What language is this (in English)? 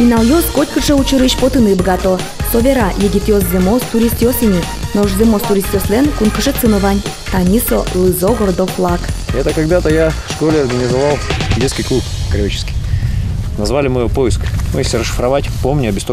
Udmurt